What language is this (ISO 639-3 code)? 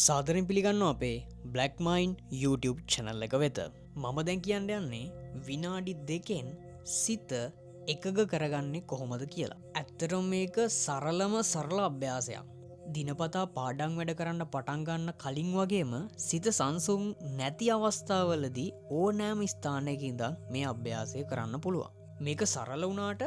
sin